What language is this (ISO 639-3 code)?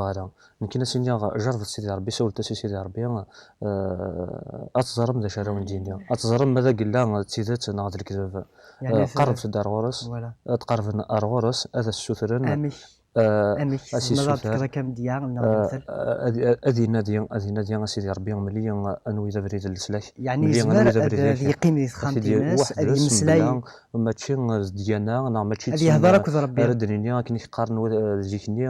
kab